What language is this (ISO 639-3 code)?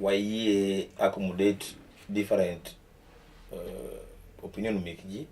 luo